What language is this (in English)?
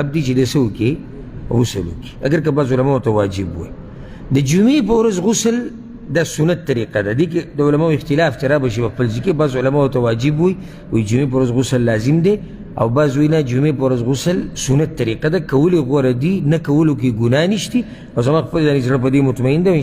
Pashto